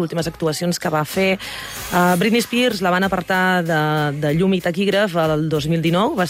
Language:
Catalan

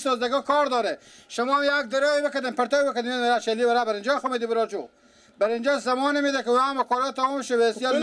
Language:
Persian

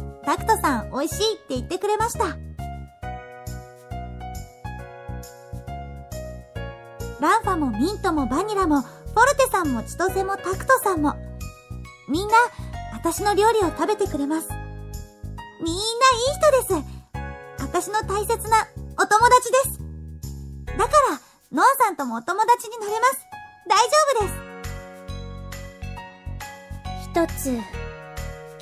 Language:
Japanese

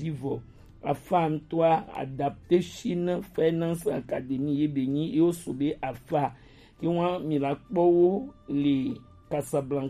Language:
Gen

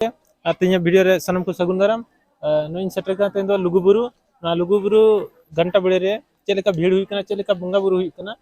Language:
Santali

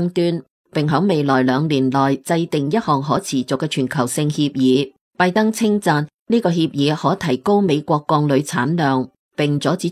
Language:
Cantonese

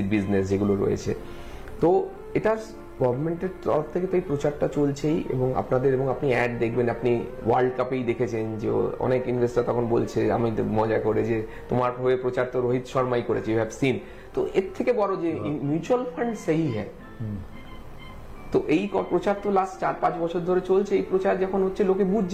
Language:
Bangla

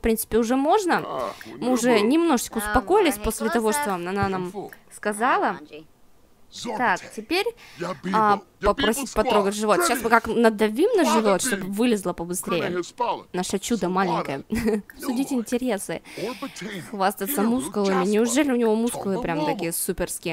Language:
Russian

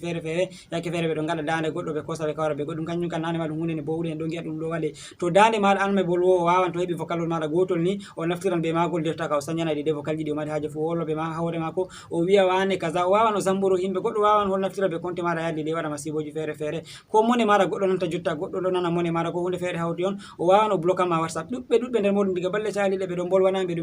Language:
Fula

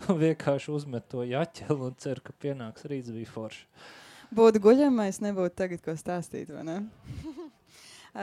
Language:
Latvian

